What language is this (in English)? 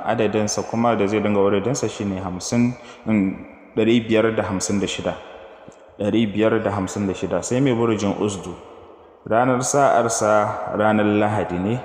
Hausa